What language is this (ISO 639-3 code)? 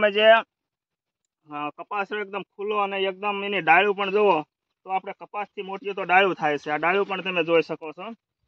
guj